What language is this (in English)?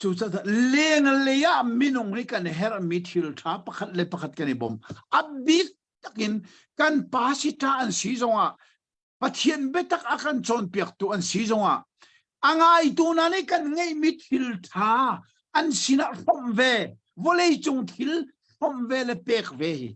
Hakha Chin